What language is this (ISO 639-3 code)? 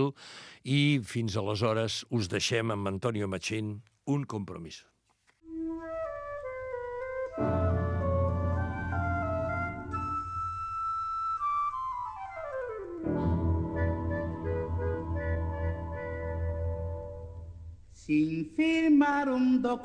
cat